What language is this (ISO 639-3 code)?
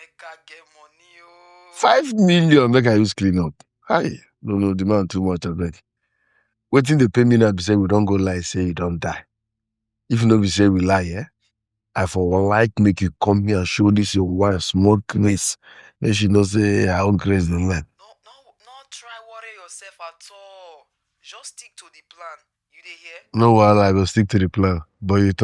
pcm